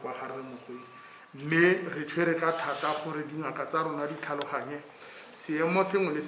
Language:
Tswana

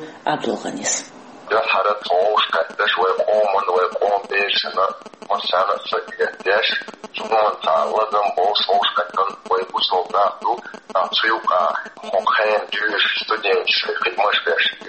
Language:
Chechen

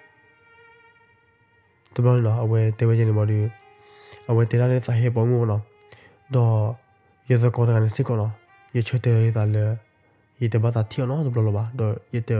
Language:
S'gaw Karen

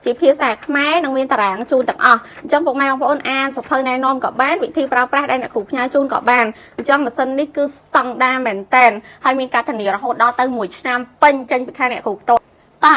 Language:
Khmer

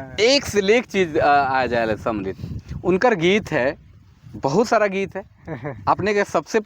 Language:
Sadri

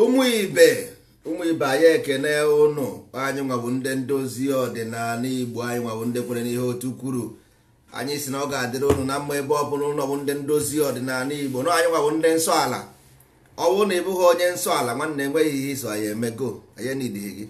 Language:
Igbo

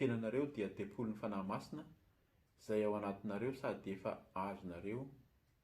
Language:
Malagasy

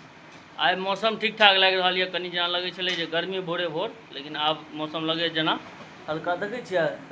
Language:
Maithili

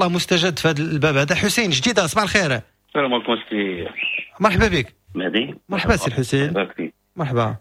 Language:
Moroccan Arabic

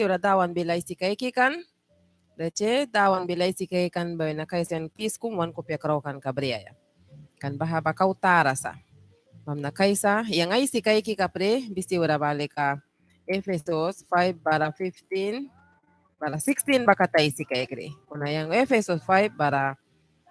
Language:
Mískito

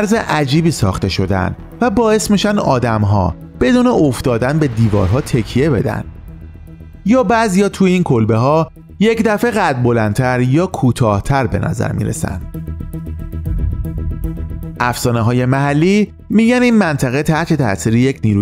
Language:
Persian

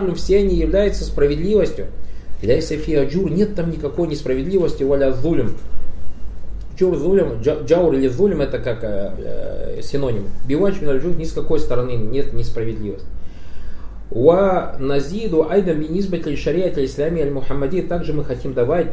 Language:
Russian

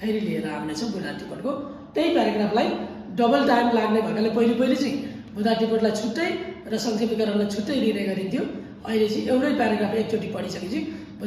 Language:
Nepali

